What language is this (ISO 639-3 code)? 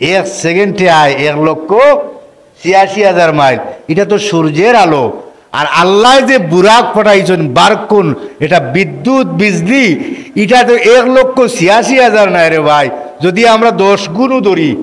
syl